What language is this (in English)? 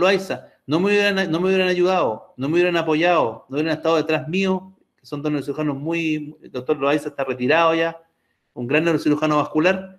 Spanish